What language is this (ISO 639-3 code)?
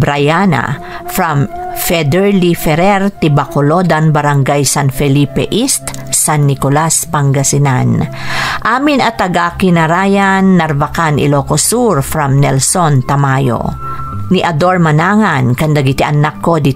ilo